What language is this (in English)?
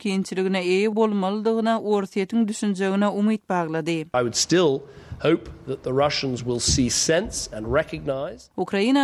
Turkmen